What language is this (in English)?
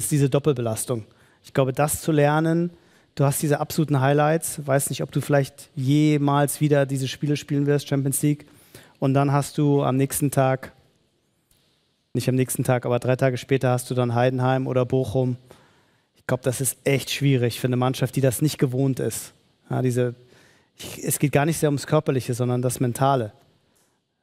German